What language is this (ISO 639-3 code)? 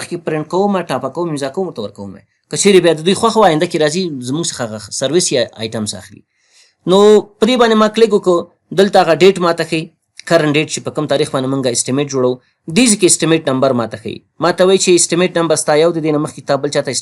pus